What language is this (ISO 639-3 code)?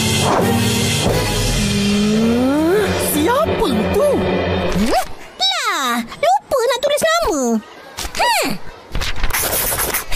msa